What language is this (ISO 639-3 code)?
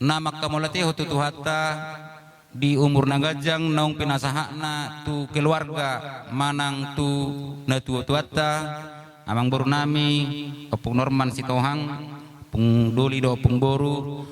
bbc